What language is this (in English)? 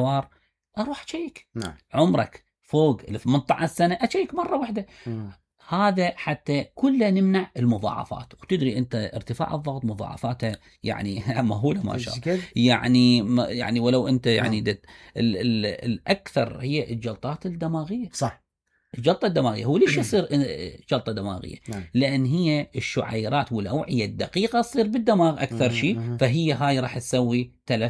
Mesopotamian Arabic